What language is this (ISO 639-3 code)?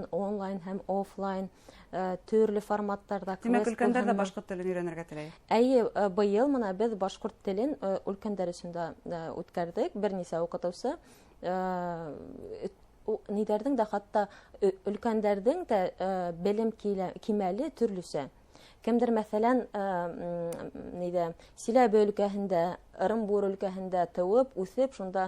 bak